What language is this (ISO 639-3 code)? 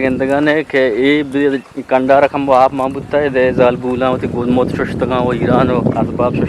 bgp